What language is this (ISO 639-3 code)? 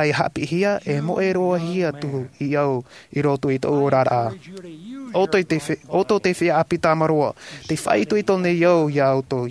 tah